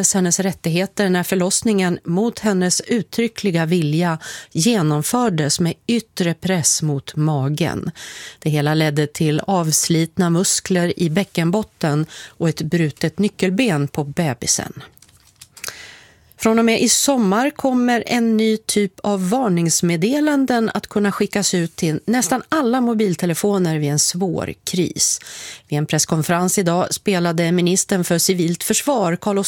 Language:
Swedish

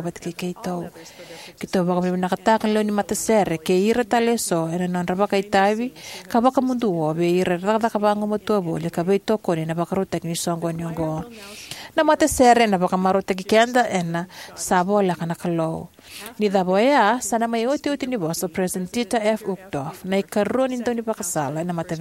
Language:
Fijian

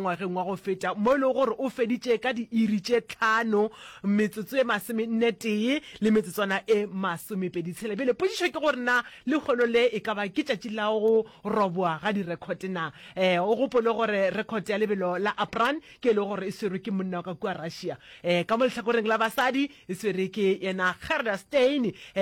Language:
Northern Sotho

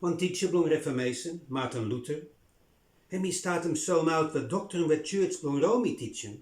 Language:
Bislama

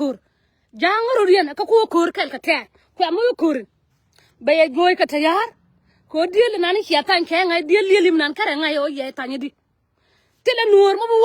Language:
Nuer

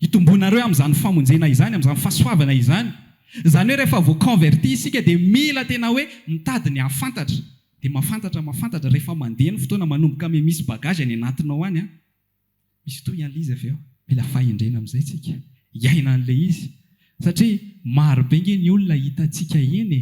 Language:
Malagasy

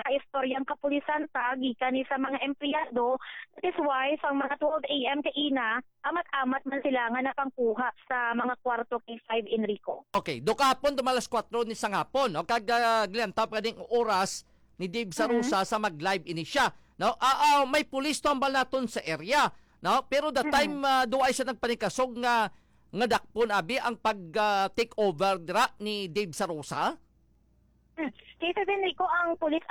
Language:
Hiligaynon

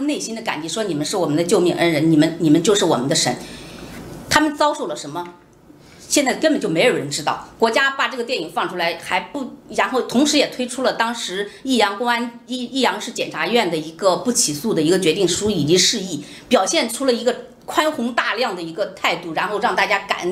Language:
Chinese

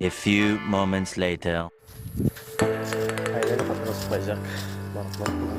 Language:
Kok Borok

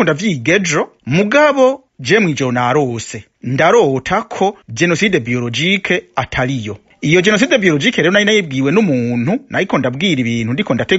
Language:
Rundi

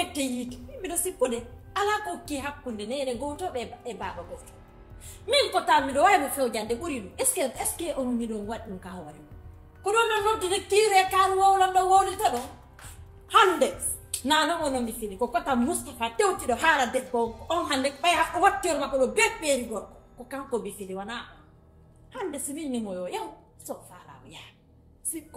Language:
Fula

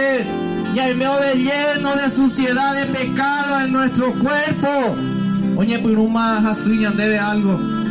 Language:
Guarani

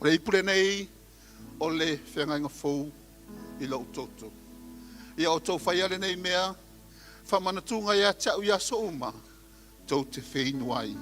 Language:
Samoan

